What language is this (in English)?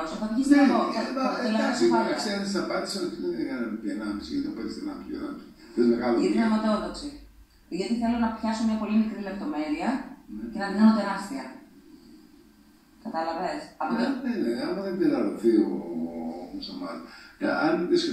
Greek